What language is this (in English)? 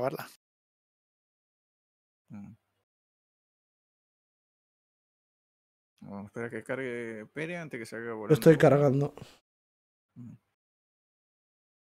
Spanish